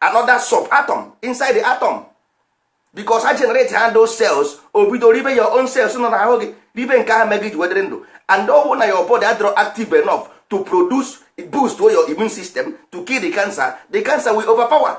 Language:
Igbo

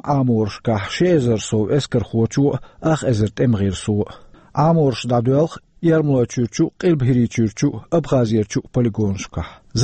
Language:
Chechen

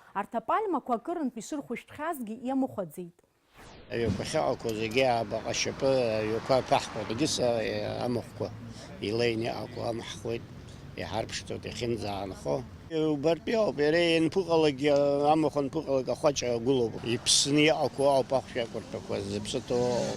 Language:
Abkhazian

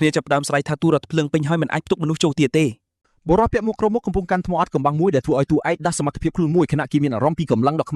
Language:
Khmer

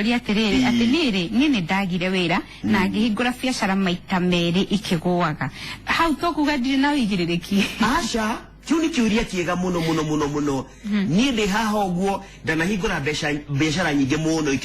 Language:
Kikuyu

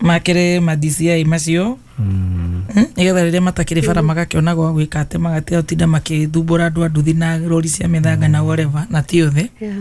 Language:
Kikuyu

